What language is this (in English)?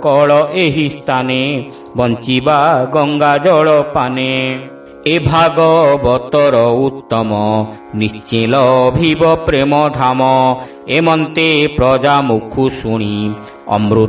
Odia